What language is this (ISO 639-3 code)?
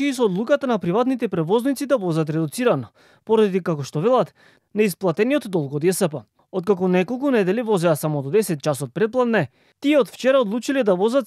mkd